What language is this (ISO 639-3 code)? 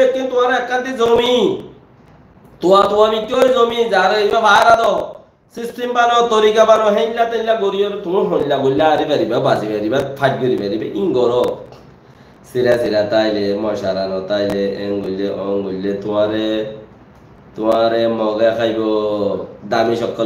rhg